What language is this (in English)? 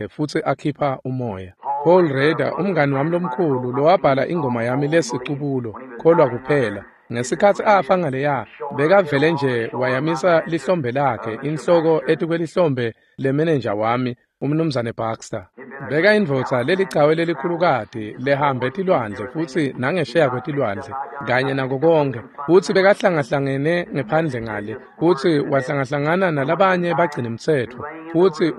Swati